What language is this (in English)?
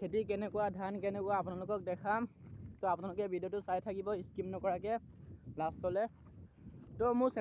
Assamese